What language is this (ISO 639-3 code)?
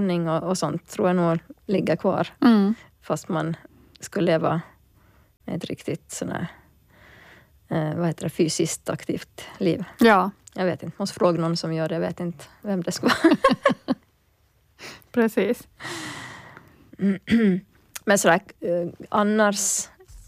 swe